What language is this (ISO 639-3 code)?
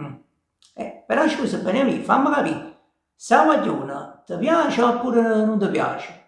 nap